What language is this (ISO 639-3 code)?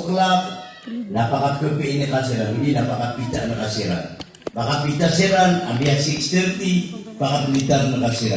mrw